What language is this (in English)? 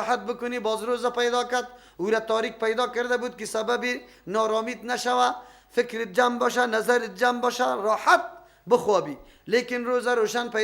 Persian